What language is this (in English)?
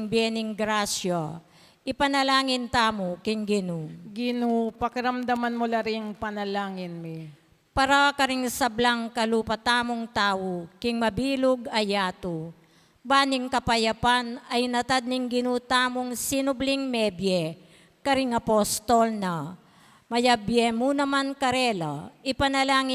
Pampanga